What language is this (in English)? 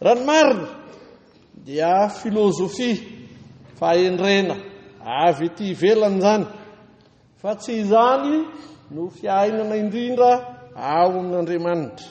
Malagasy